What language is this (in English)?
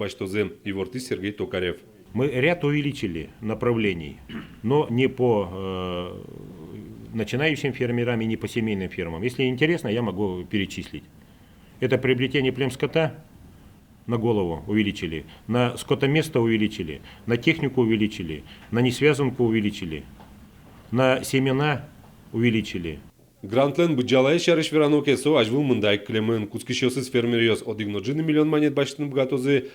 Udmurt